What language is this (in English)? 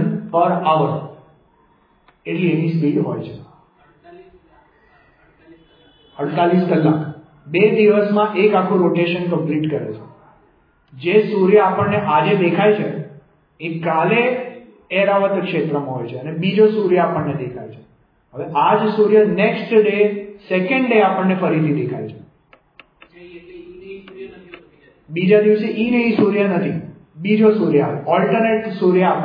Gujarati